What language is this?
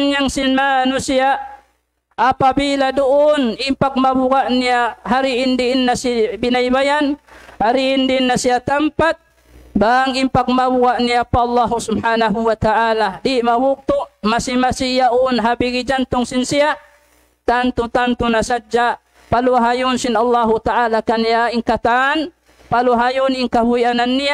Tausug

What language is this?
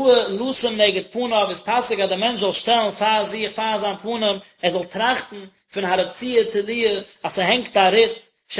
Yiddish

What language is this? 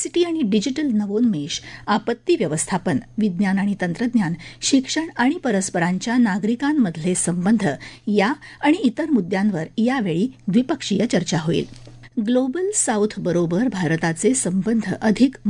Marathi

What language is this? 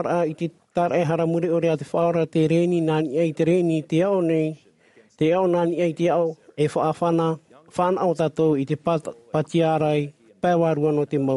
Tahitian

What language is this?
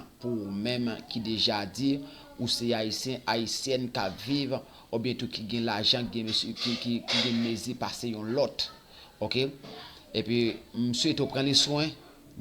Haitian Creole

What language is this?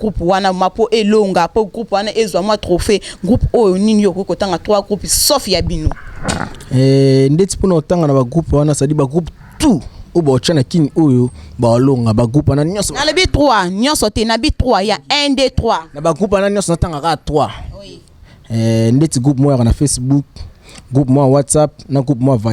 Lingala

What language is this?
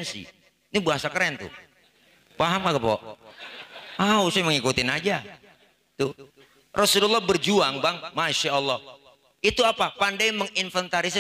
Betawi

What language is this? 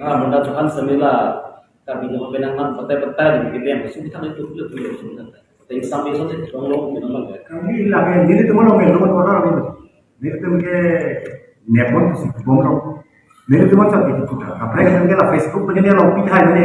Karbi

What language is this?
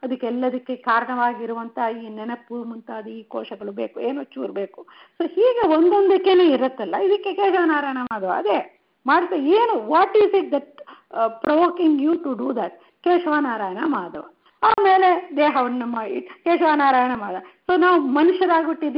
Kannada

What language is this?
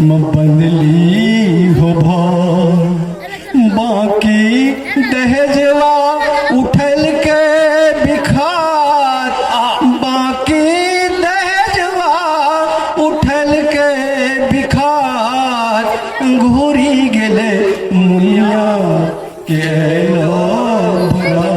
Angika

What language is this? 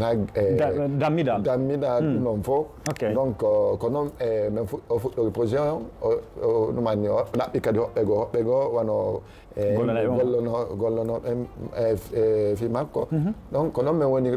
Fula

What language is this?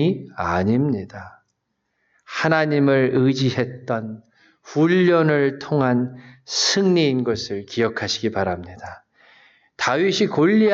Korean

